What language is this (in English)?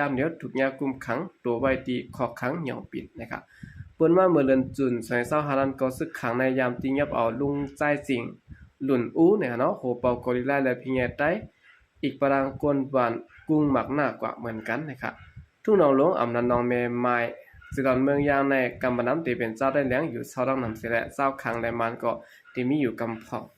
Shan